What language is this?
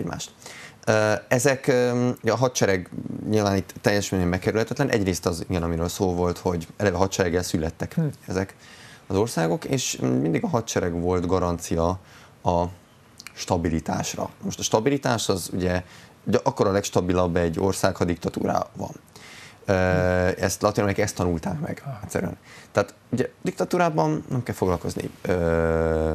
Hungarian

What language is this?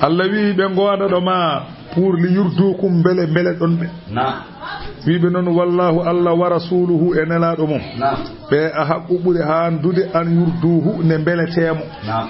Fula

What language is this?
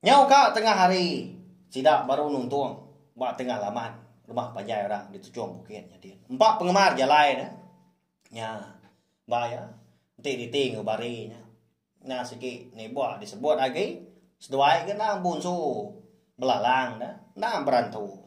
Iban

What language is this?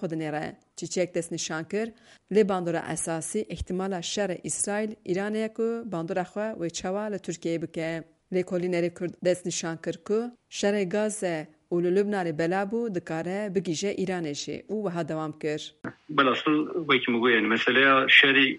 Kurdish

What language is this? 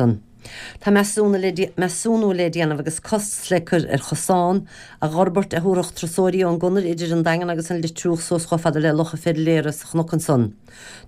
Irish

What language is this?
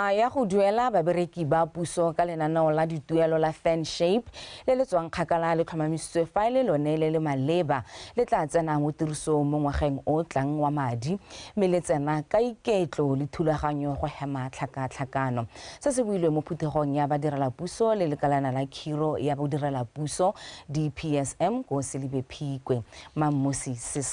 Tswana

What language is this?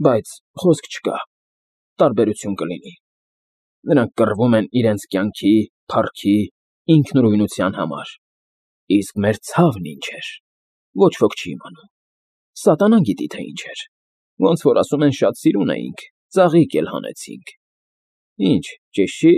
Armenian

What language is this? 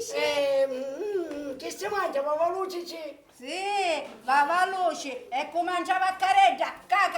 Sicilian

